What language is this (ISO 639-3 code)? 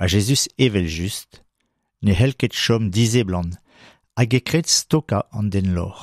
bre